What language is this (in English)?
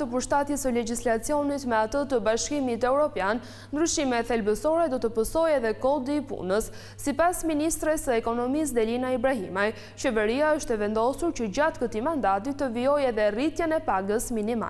Albanian